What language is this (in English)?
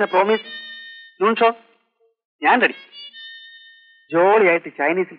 Malayalam